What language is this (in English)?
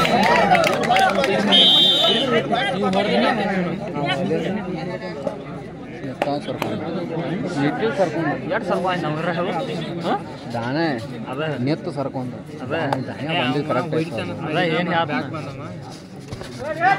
Kannada